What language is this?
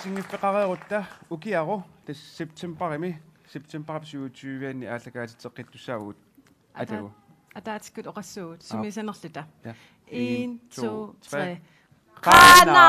Kalaallisut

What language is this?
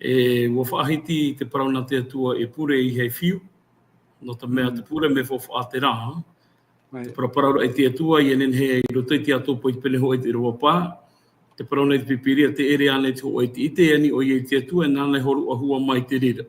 Tahitian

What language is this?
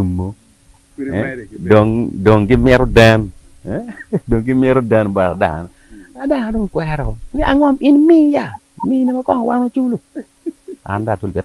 Acoli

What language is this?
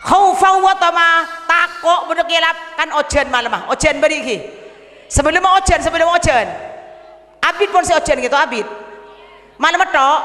Madurese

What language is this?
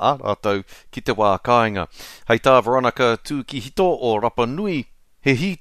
Māori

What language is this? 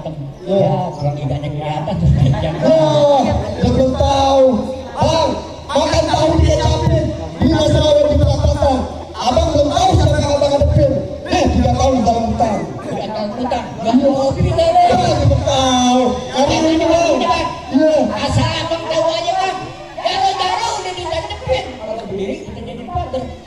Betawi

